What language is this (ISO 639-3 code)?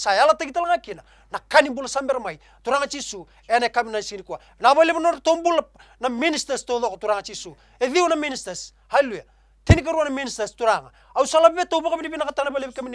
fij